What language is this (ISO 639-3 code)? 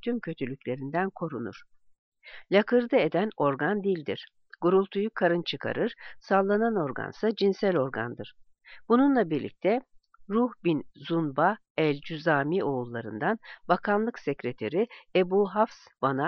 tur